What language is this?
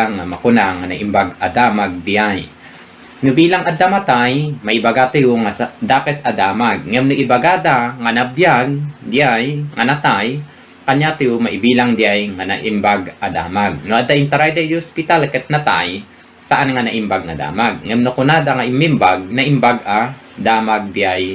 Iloko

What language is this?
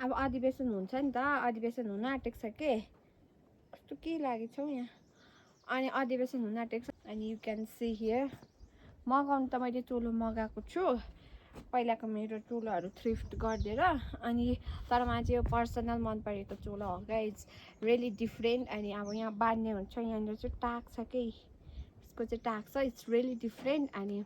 Nepali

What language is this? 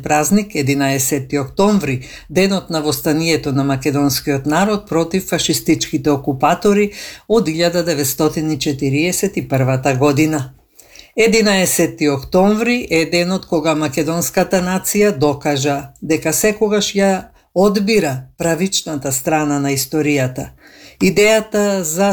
Macedonian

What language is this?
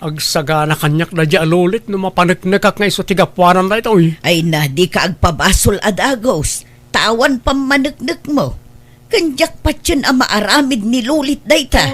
Iloko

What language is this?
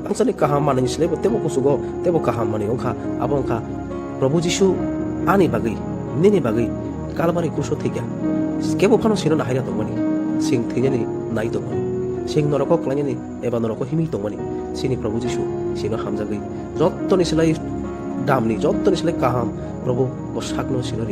Kok Borok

